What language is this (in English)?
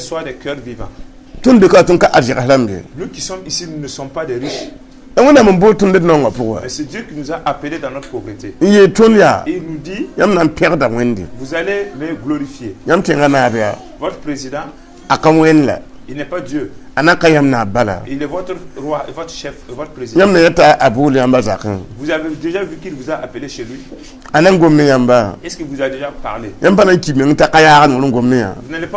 Mossi